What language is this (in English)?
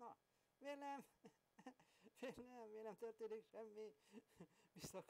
Hungarian